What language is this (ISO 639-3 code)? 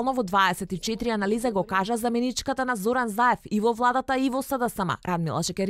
mkd